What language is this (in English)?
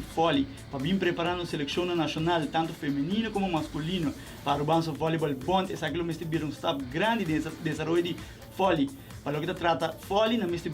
Papiamento